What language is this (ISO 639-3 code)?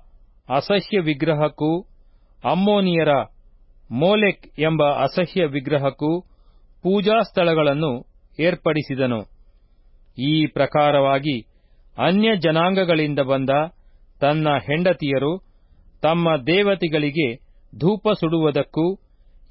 kan